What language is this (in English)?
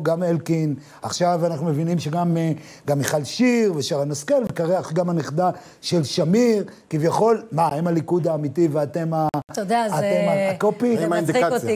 Hebrew